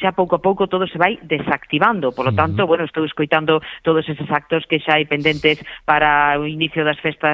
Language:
Galician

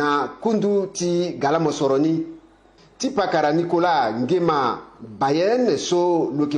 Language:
Sango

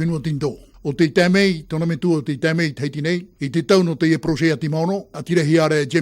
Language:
Tahitian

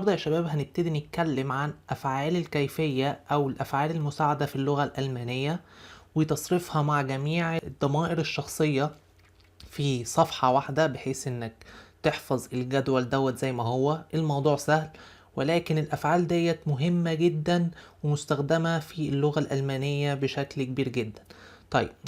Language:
Egyptian Arabic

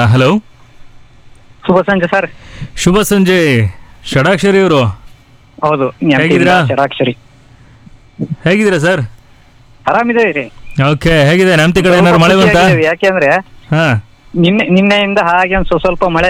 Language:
Kannada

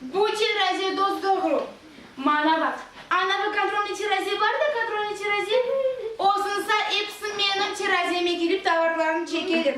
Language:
Crimean Tatar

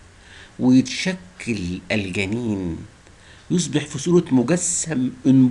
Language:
Egyptian Arabic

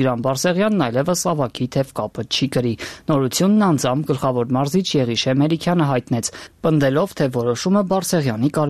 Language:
Armenian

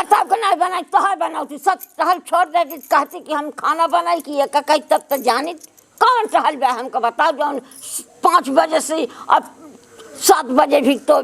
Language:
Awadhi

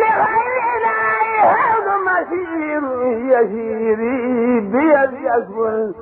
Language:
Wolof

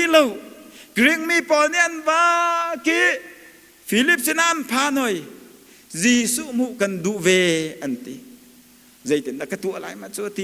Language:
Hakha Chin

